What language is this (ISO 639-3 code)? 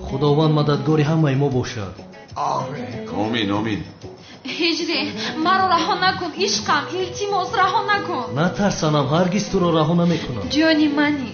tgk